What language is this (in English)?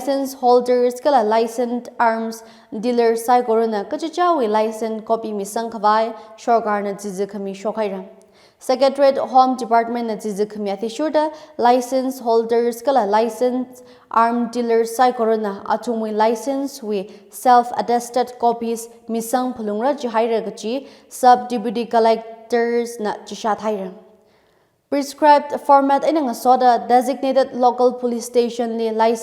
Tangkhul Naga (India)